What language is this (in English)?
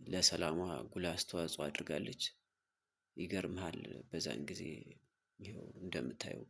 Amharic